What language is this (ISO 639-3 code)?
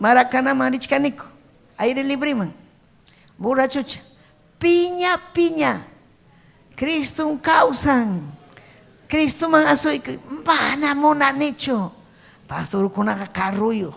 quy